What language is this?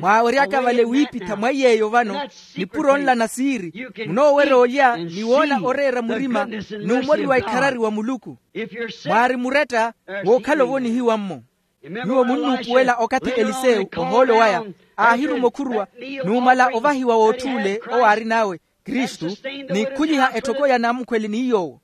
Makhuwa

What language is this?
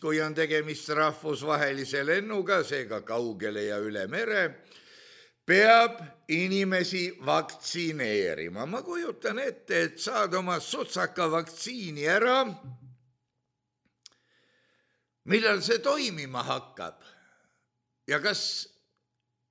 Estonian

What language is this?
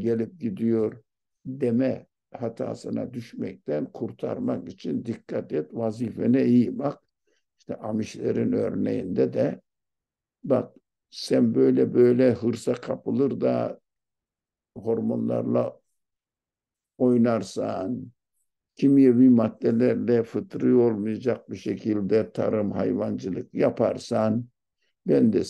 Turkish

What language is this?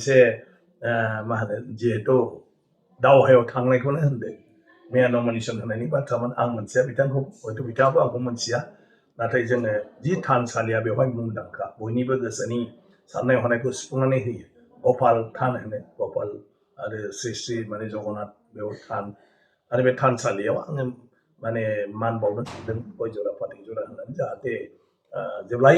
Bodo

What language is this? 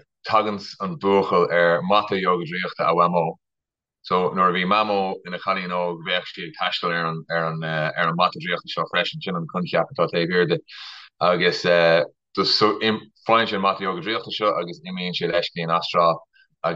Irish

